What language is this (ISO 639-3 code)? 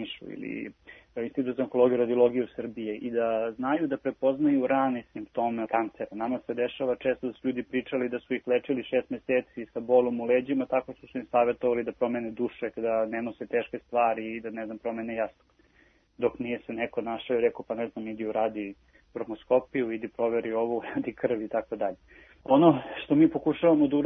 srp